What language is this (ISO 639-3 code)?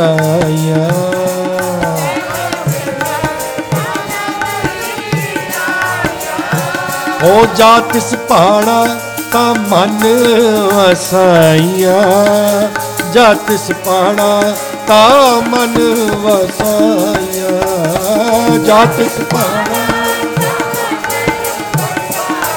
pan